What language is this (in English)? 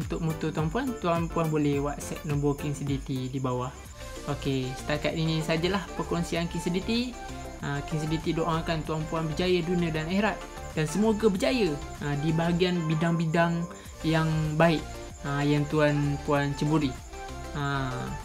Malay